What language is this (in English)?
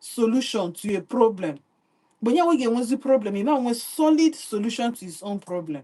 Igbo